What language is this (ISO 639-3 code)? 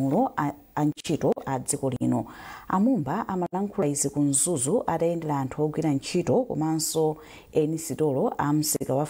nya